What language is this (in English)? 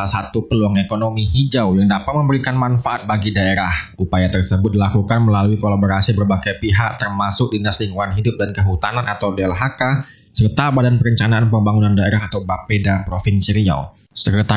Indonesian